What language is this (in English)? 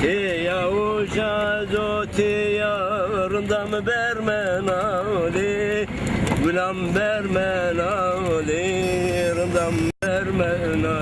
Zaza